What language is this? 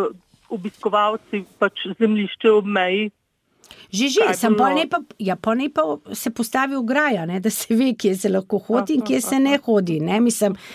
Slovenian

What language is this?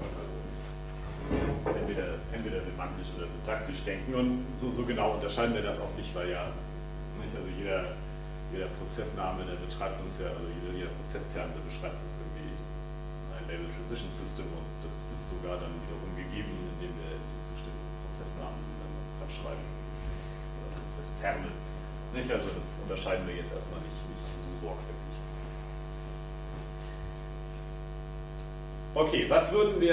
German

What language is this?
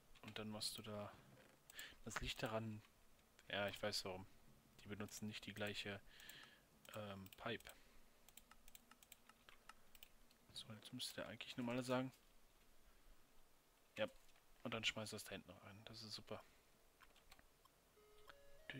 German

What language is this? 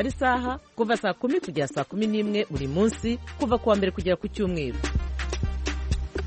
Kinyarwanda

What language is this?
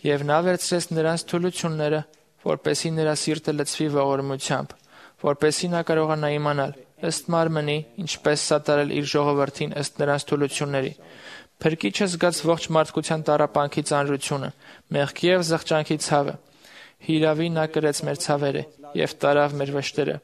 Armenian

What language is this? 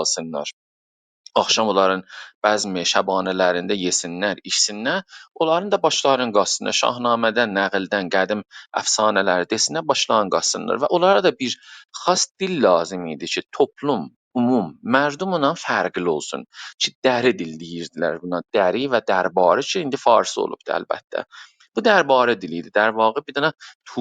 South Azerbaijani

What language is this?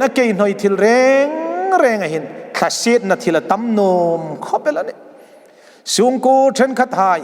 Hmar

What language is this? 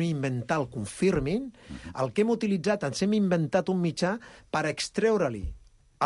Catalan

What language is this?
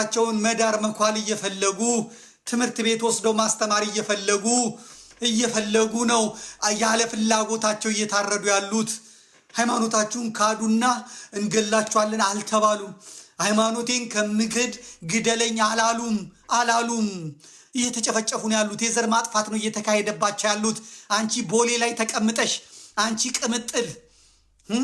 Amharic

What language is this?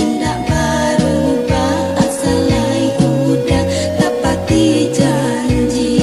Minangkabau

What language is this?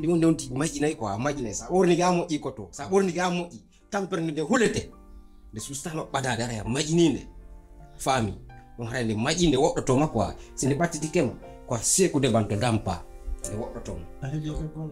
Pular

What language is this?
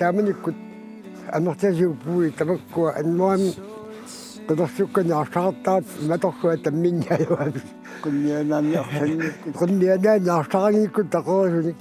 Kalaallisut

